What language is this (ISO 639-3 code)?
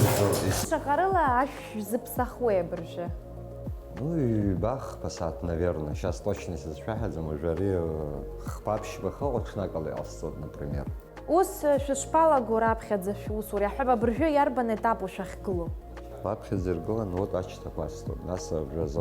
abk